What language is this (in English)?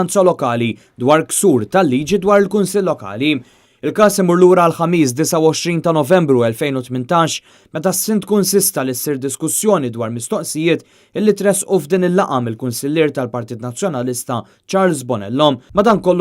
Maltese